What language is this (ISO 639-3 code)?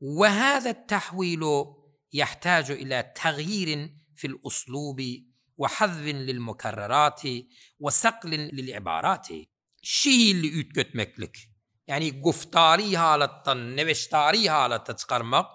tuk